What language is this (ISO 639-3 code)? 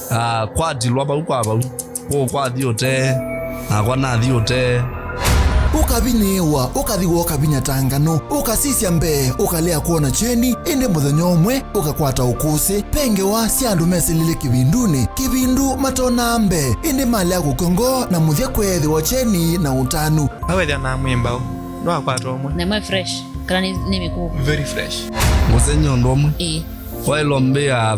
kam